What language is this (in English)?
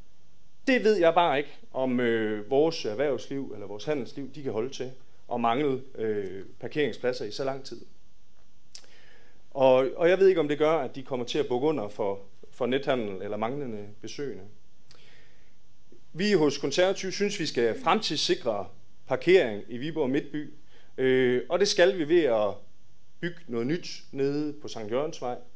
Danish